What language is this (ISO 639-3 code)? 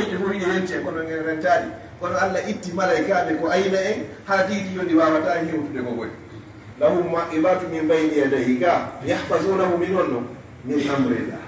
ful